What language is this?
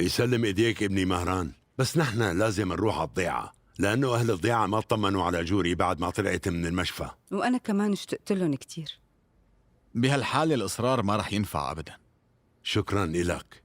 North Levantine Arabic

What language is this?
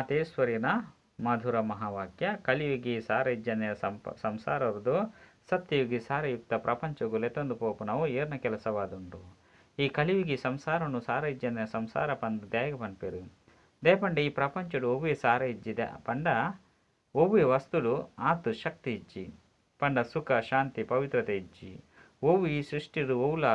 Tulu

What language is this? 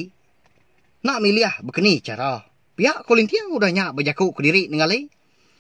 Iban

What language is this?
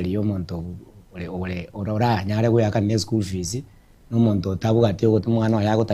Gusii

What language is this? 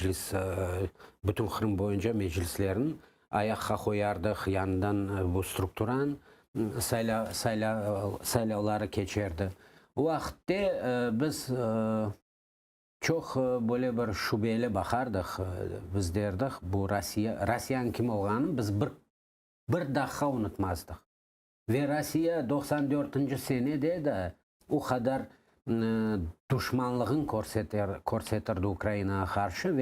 Crimean Tatar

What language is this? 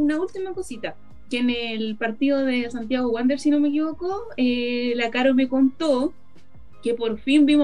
Spanish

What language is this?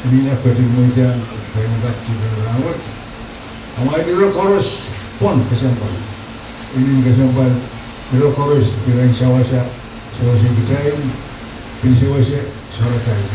Pohnpeian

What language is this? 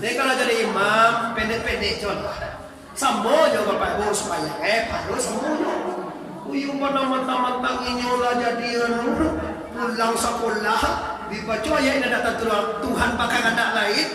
Minangkabau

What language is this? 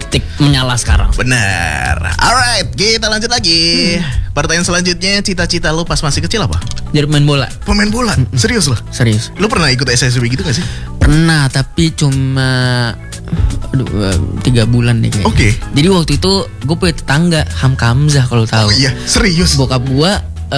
Indonesian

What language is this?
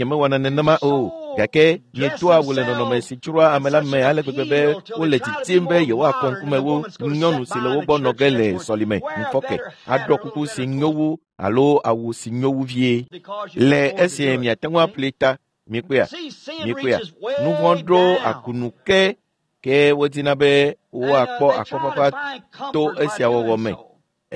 Ewe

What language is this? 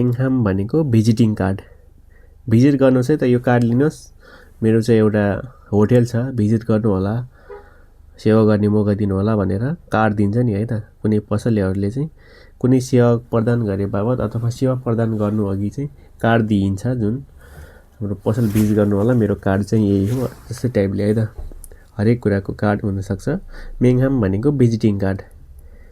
Nepali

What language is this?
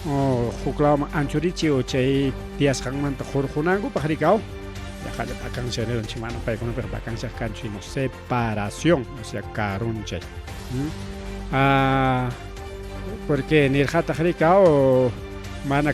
Ayacucho Quechua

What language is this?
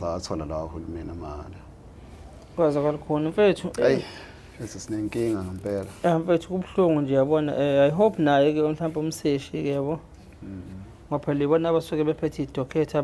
Zulu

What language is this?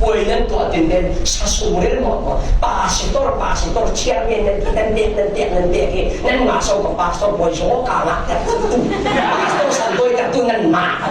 Falam Chin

